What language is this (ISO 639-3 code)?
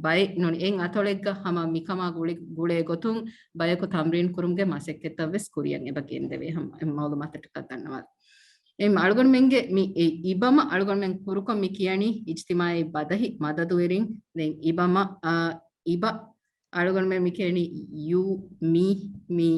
div